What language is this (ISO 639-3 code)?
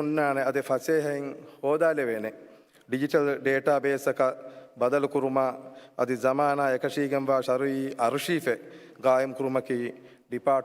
div